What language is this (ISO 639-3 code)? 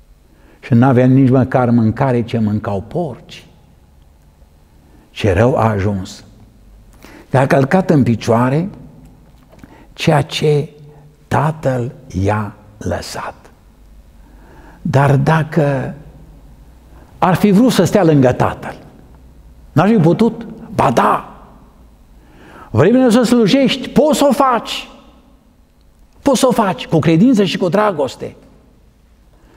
ron